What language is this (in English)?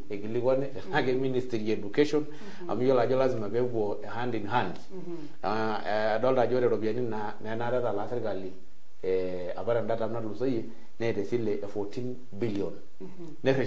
Masai